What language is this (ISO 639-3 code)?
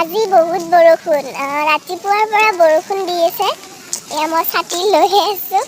asm